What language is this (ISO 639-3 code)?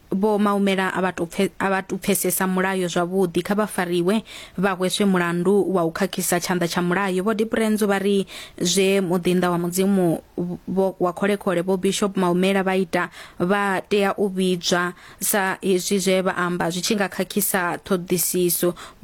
ven